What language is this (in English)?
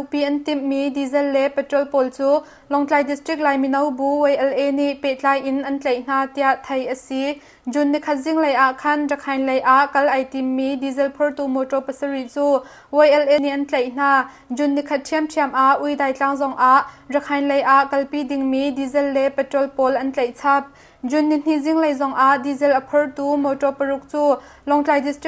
Hakha Chin